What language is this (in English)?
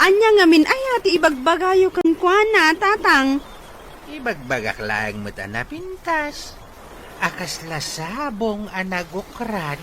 Iloko